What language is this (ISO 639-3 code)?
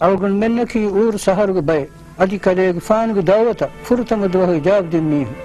div